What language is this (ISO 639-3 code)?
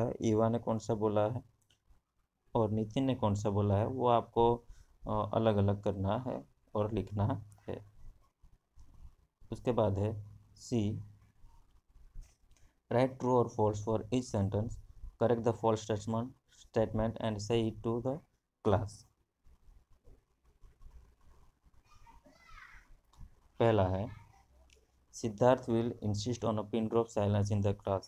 hin